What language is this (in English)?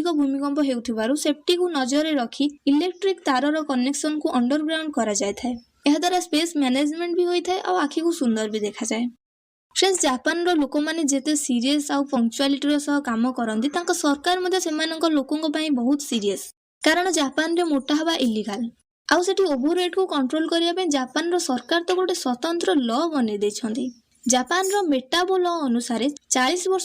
Odia